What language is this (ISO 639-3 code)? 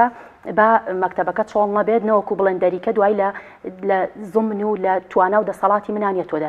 ckb